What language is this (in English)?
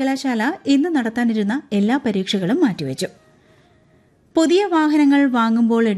Malayalam